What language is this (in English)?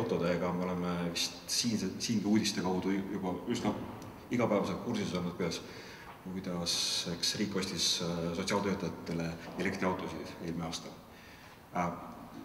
Estonian